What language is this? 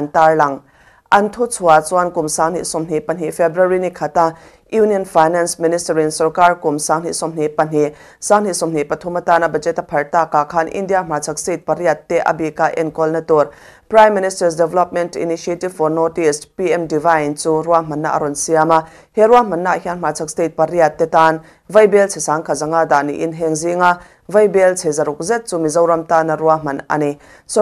Mizo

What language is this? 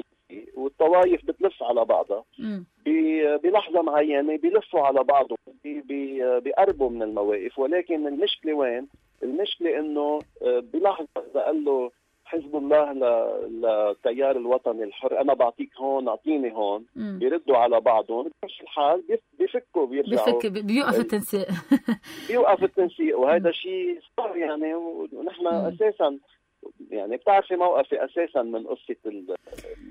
North Levantine Arabic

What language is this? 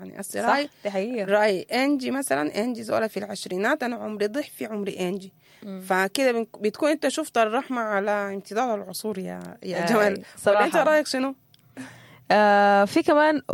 Sudanese Arabic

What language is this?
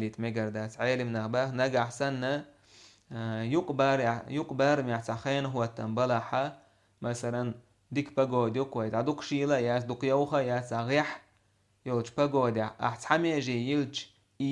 Chechen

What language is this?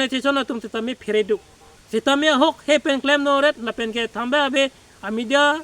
Karbi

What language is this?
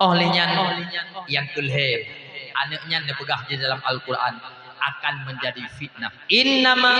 Achinese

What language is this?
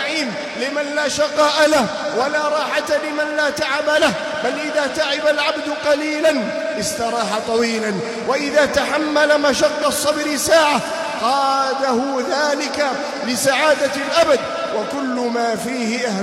Arabic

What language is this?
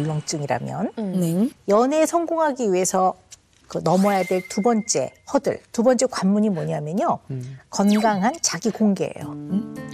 Korean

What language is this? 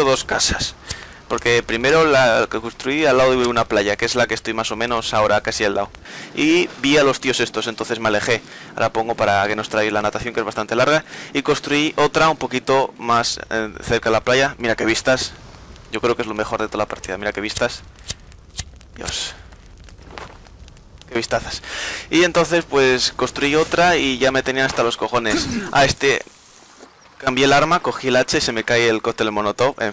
Spanish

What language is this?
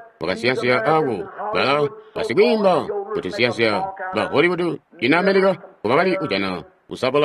Tonga (Zambia)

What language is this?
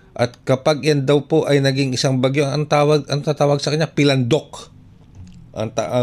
Filipino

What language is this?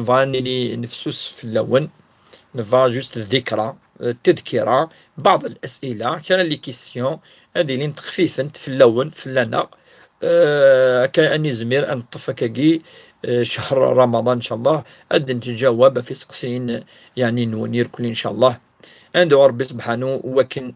Kabyle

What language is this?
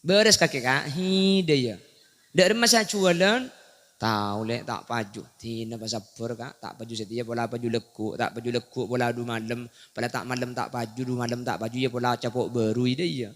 Madurese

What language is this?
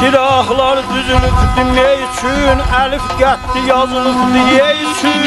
South Azerbaijani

